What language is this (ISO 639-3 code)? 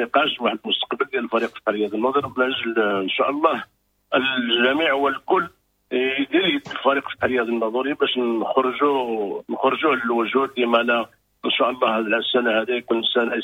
ary